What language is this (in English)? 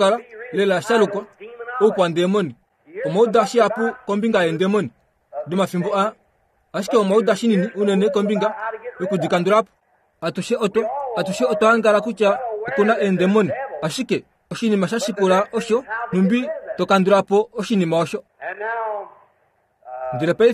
Kuanyama